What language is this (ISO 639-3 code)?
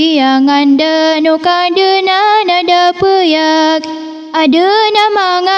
mrw